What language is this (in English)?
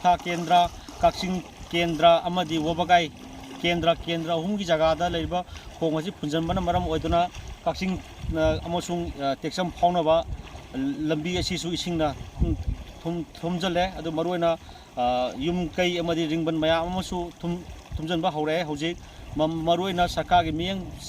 Manipuri